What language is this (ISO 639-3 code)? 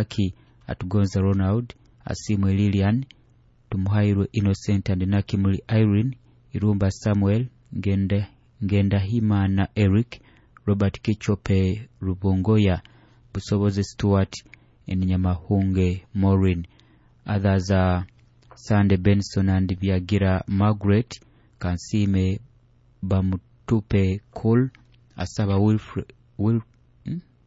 nyo